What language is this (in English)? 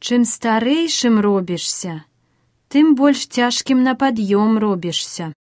Belarusian